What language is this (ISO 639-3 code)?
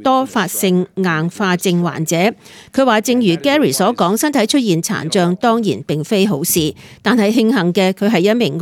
yue